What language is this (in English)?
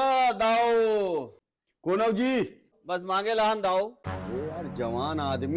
Chhattisgarhi